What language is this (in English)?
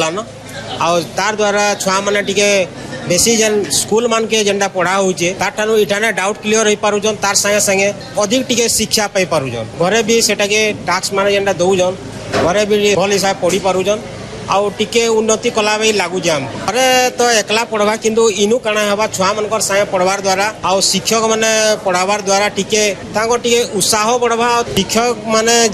Odia